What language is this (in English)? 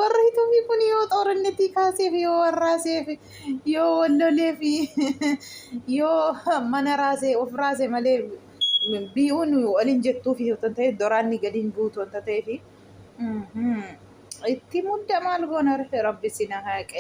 Oromo